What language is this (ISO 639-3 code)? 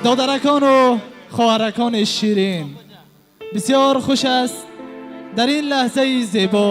tgk